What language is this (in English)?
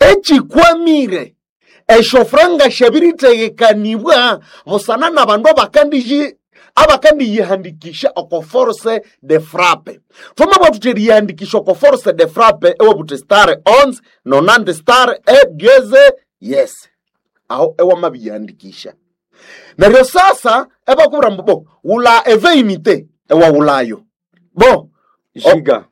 Nande